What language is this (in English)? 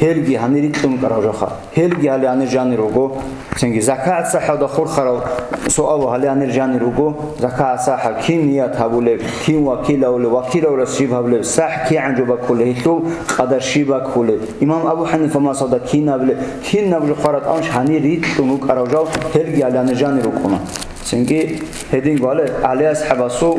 Avaric